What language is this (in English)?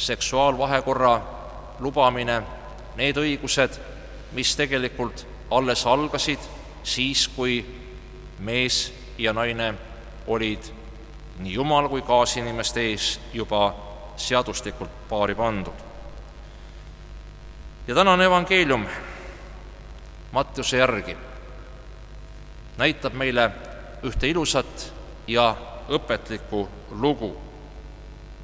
Estonian